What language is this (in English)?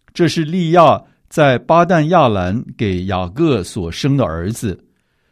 Chinese